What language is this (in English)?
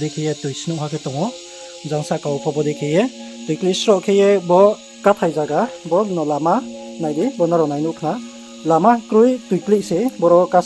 Riang (India)